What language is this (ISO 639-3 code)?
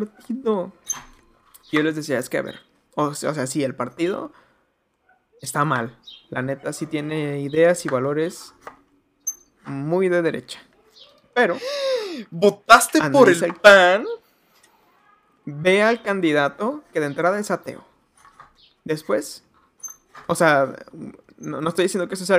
spa